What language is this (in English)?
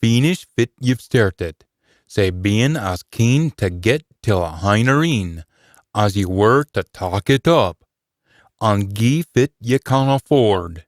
Scots